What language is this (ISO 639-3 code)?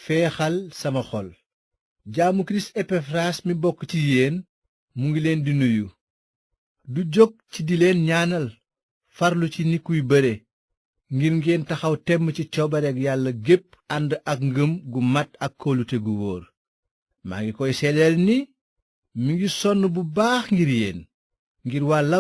wol